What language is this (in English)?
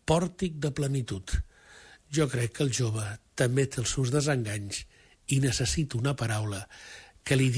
Catalan